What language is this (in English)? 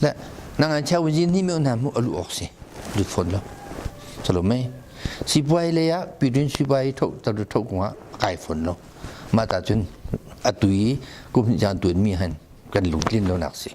Hakha Chin